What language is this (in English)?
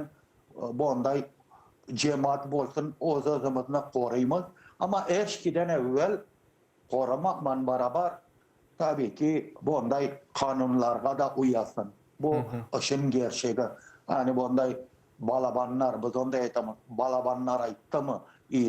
Crimean Tatar